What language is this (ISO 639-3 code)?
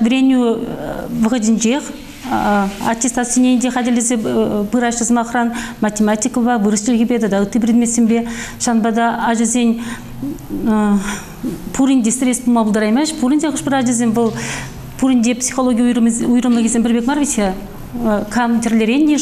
chv